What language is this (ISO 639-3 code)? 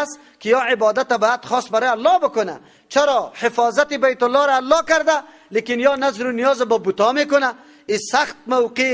fas